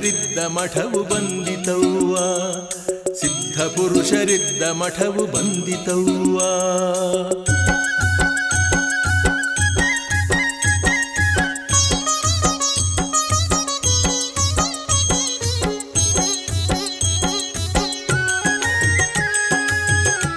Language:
Kannada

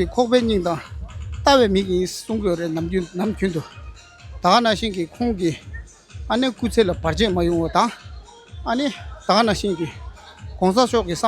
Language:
Tibetan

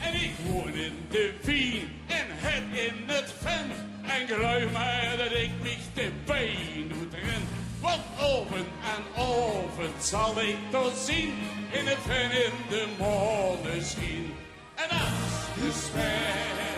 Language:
Limburgish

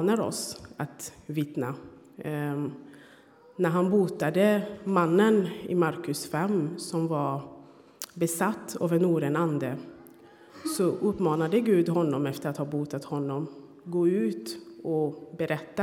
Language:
Swedish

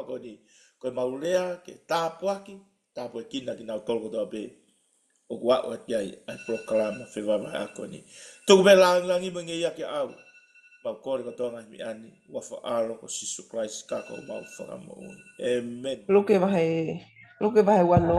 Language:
Tongan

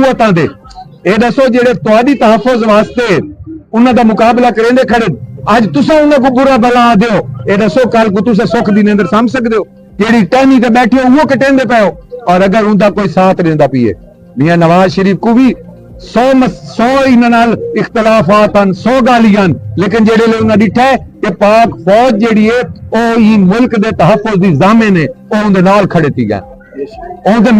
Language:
Saraiki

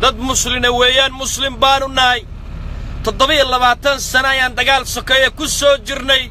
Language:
Somali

